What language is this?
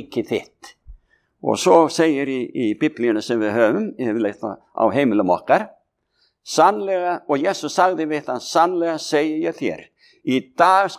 Icelandic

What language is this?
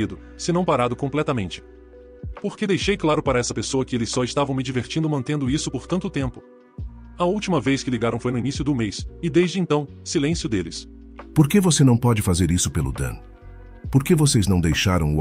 Portuguese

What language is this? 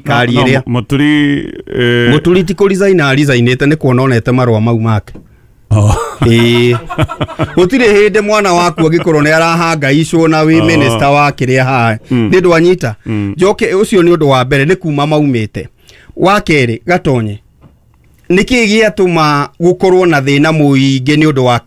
Kikuyu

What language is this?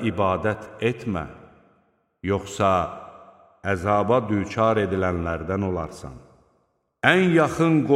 Azerbaijani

